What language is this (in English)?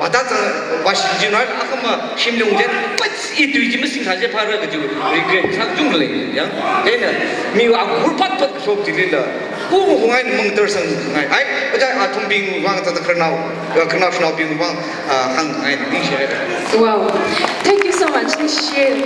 Tangkhul Naga (India)